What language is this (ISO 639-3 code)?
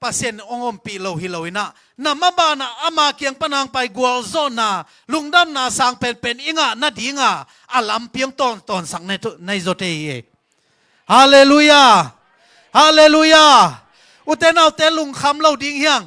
ctd